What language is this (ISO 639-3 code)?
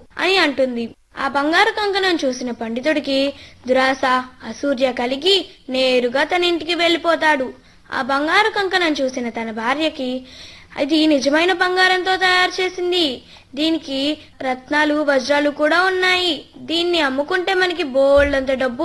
tel